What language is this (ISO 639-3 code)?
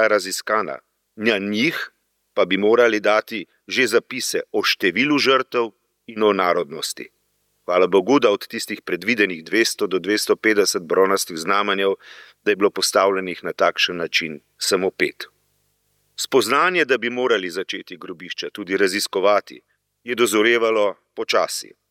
slv